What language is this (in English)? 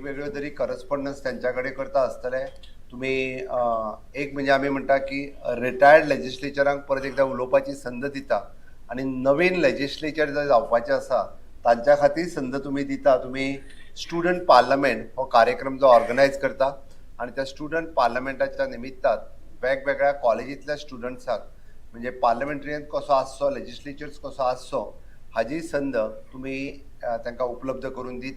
Konkani